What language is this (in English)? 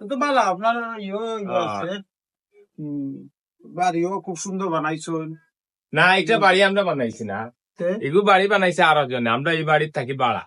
Sylheti